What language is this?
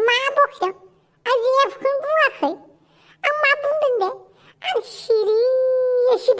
Bodo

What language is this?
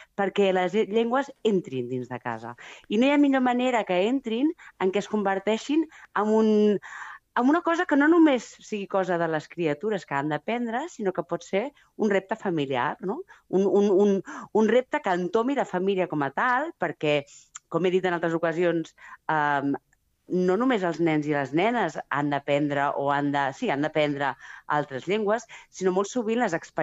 Catalan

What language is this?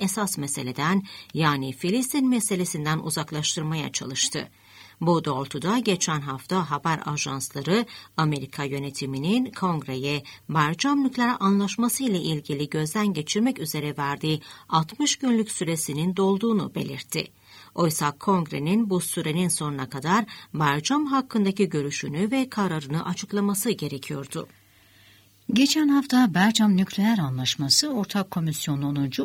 Turkish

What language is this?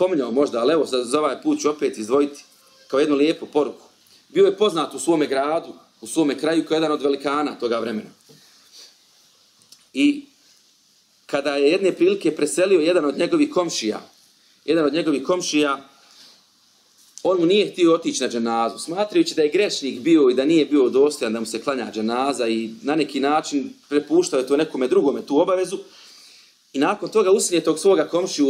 Bosnian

